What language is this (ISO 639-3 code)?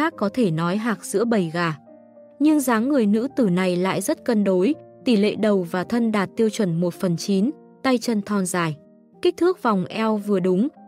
vie